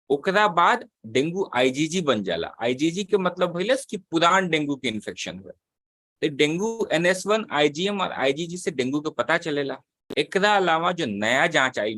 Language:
Bhojpuri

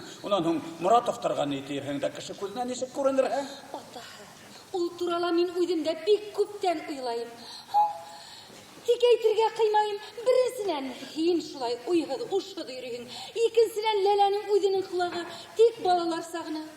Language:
Bashkir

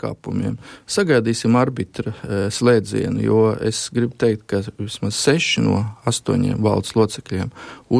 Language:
Latvian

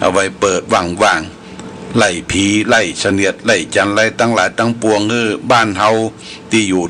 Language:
Pali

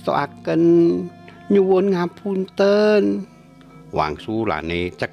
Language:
Javanese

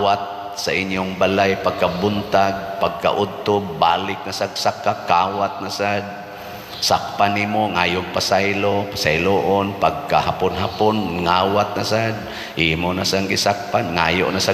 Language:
Cebuano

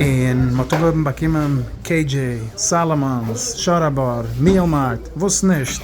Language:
Yiddish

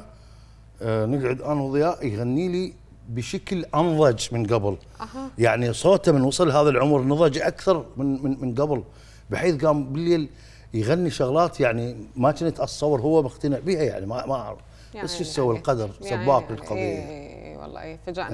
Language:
Mesopotamian Arabic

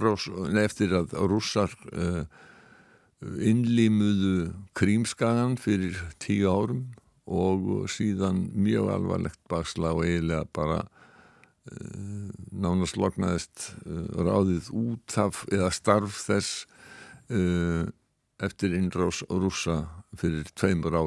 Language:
Icelandic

